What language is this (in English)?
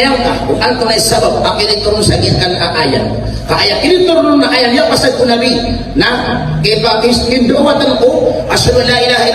Maranao